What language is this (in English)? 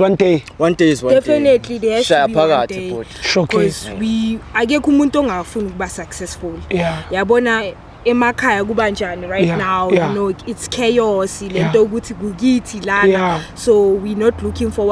Zulu